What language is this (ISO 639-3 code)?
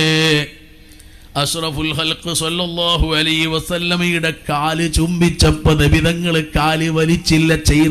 mal